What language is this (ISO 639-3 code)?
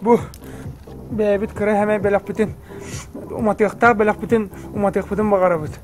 sah